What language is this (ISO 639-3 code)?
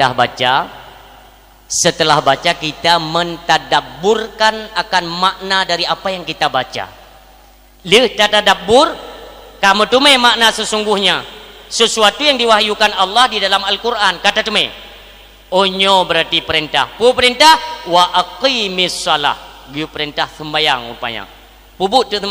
ace